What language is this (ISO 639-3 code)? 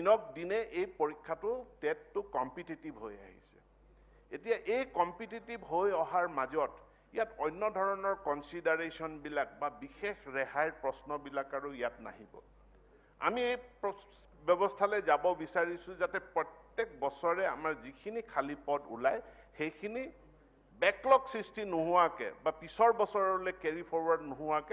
asm